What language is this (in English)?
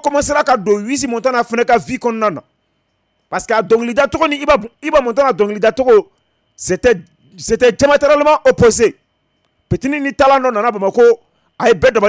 Bambara